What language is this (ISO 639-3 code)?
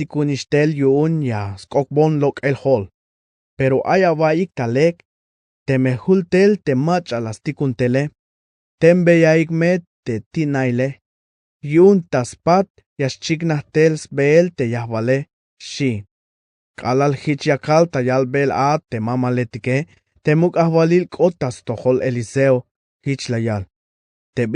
tzh